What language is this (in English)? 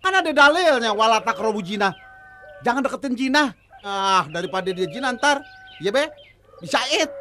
Betawi